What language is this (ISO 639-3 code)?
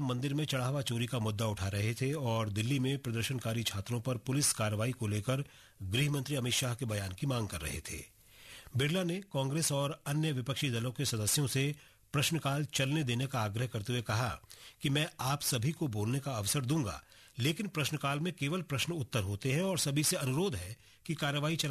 hin